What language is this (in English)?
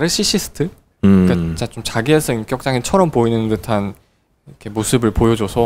Korean